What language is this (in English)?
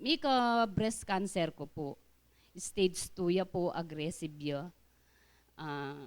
Pampanga